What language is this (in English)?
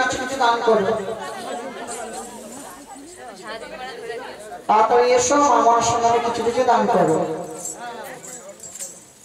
Bangla